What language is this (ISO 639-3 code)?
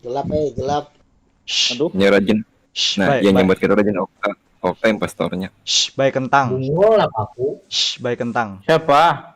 bjn